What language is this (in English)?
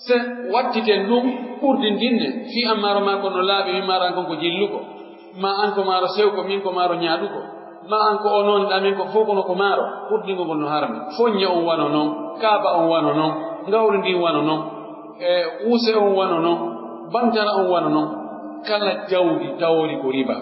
Pular